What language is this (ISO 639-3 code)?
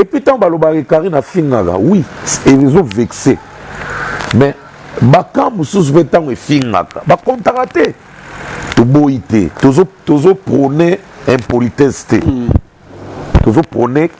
lin